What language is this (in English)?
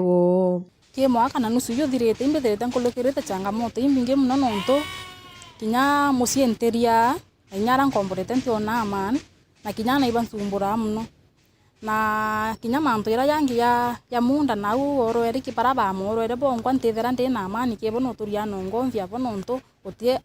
Meru